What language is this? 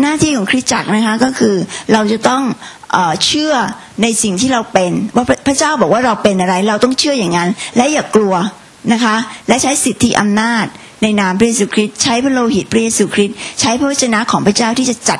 Thai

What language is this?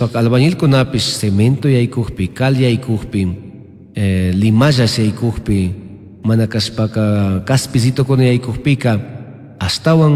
Chimborazo Highland Quichua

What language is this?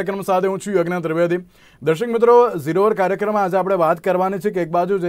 Gujarati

